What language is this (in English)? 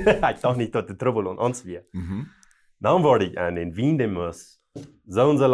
Plautdietsch